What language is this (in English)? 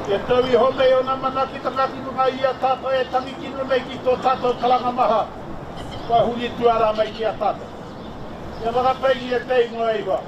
Māori